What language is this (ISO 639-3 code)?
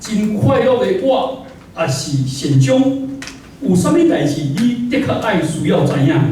nan